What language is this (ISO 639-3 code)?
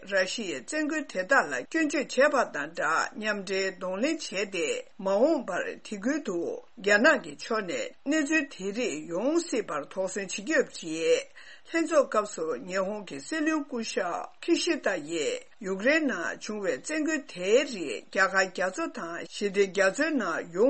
bod